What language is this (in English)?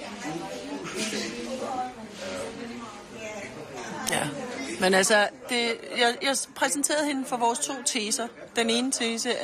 Danish